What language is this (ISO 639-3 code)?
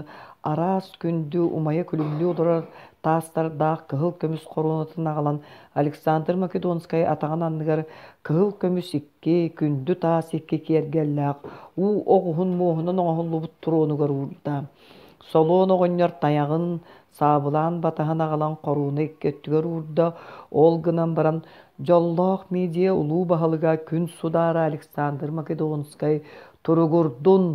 sah